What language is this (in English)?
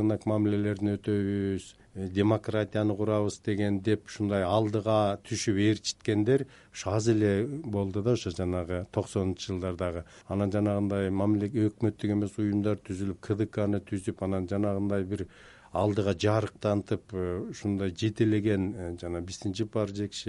Kyrgyz